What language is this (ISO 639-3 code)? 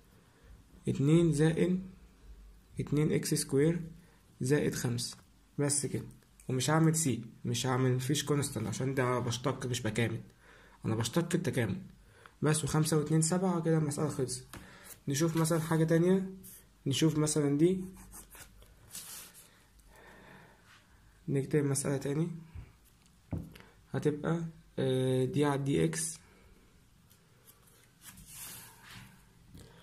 arz